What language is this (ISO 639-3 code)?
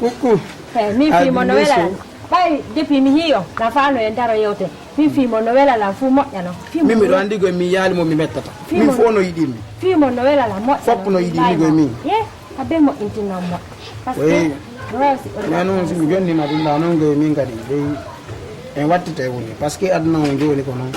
ful